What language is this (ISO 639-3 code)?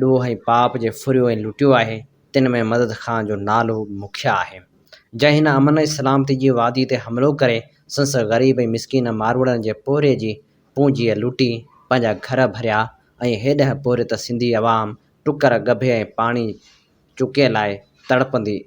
snd